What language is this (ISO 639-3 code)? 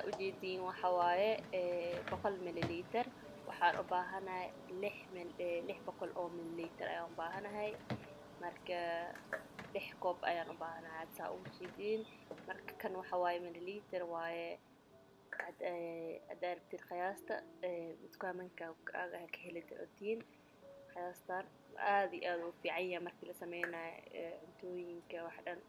som